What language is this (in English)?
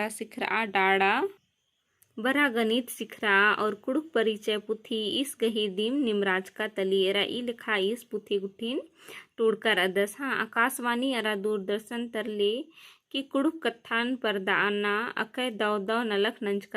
Kurukh